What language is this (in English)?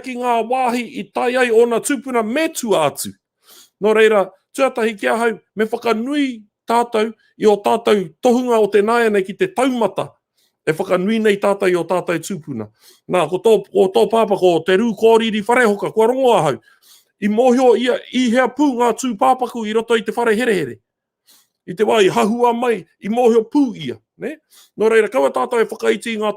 Māori